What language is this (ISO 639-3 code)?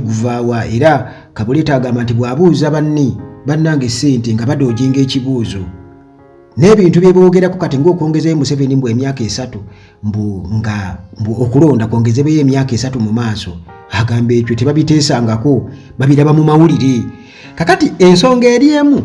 lug